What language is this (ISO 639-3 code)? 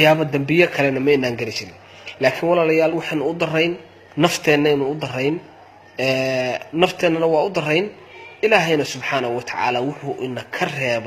som